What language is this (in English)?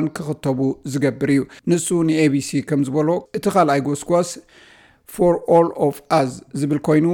Tigrinya